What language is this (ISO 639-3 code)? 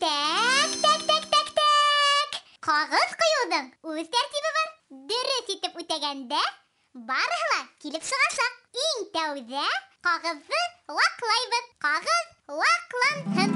bak